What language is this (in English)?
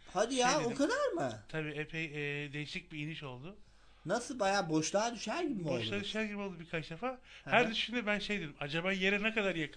Turkish